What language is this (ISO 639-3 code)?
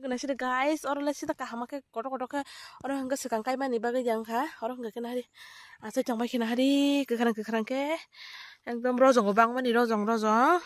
trp